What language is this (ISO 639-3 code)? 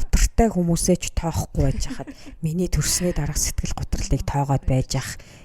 mon